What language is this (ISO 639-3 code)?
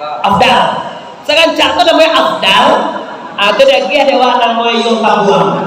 min